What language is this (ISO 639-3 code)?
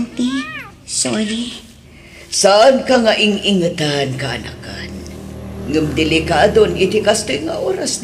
ilo